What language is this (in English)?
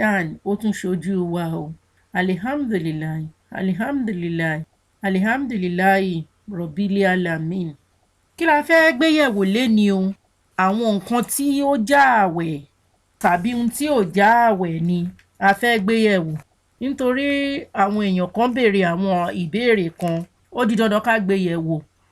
Yoruba